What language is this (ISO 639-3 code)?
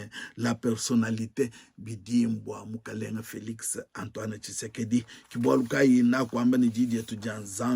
lua